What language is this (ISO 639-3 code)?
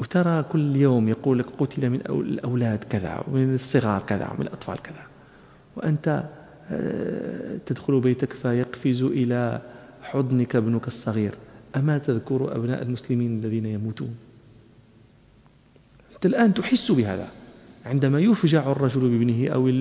ara